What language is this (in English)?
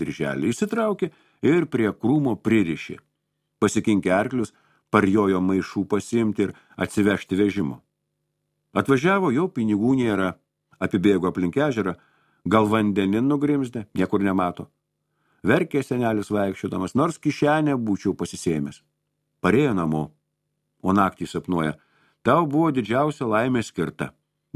Lithuanian